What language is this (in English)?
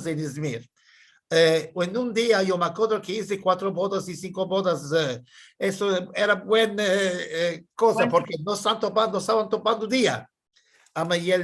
Ladino